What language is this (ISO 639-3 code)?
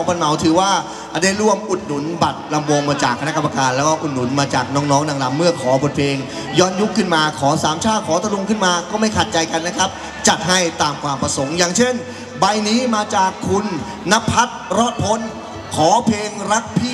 tha